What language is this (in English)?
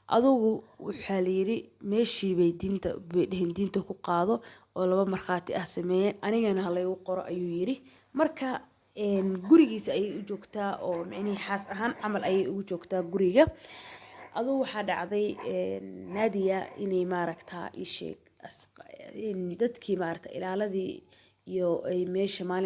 Somali